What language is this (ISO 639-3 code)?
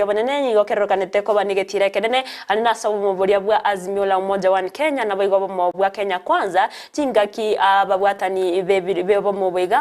guz